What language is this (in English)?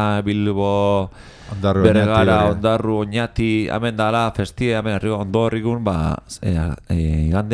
Basque